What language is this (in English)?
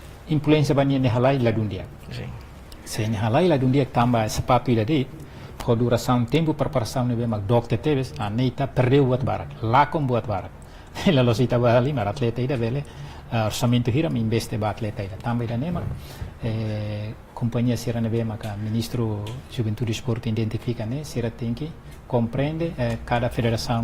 Tetum